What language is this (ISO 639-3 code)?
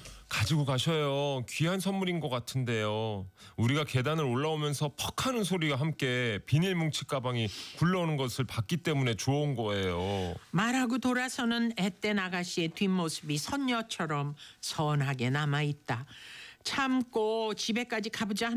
kor